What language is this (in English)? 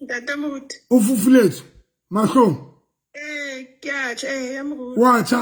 Southern Sotho